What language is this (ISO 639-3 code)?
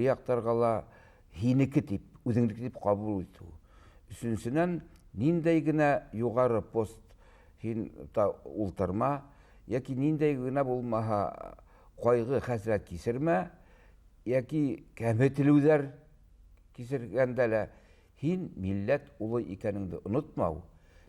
bak